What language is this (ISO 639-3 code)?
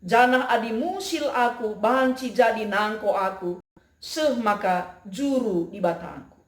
btx